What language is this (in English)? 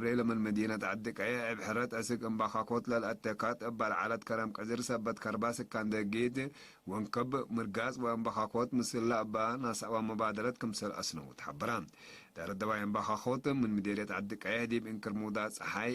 Tigre